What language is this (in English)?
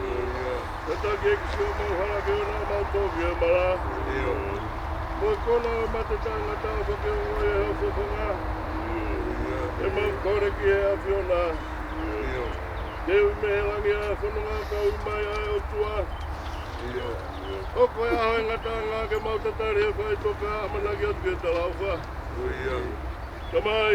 Tongan